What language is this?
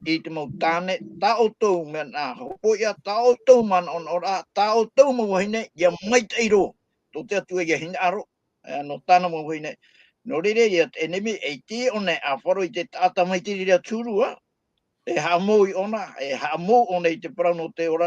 Tahitian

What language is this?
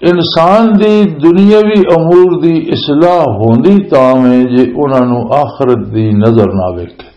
Western Panjabi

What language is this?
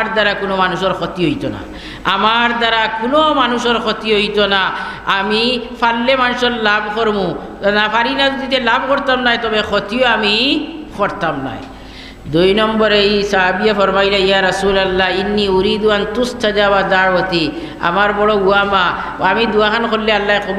Sylheti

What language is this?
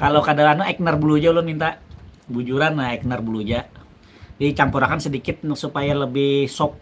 Banjar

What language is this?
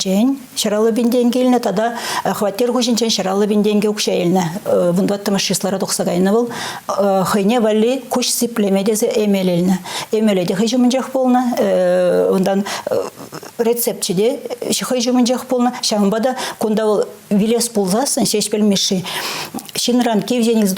Chuvash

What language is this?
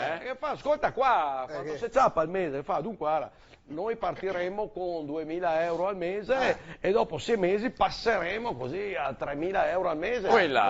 Venetian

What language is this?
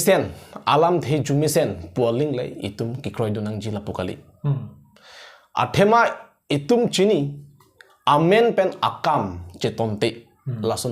Karbi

